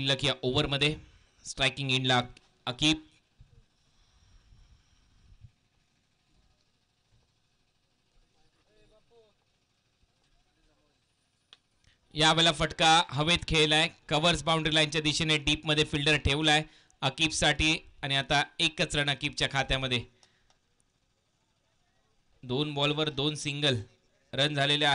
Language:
Marathi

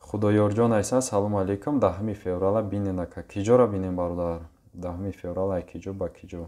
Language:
Tajik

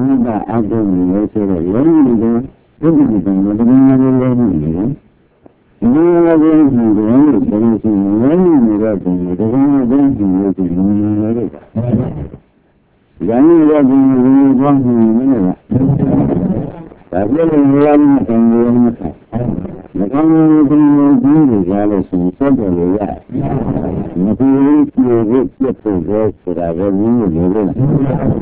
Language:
Burmese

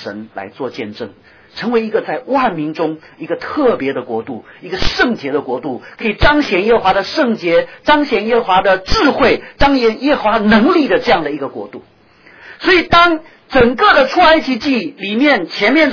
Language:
Chinese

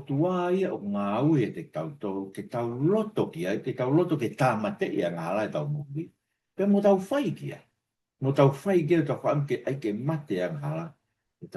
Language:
Tongan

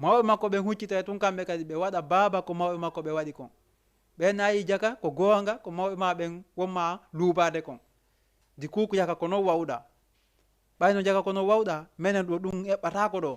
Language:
Fula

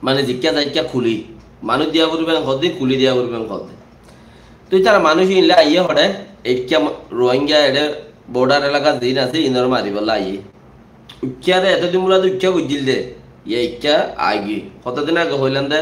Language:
Rohingya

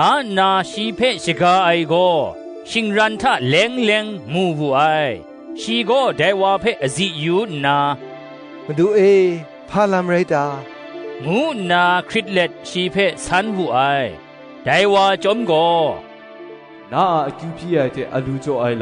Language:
Kachin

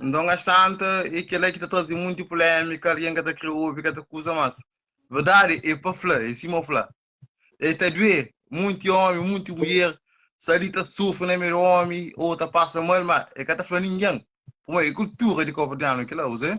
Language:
Kabuverdianu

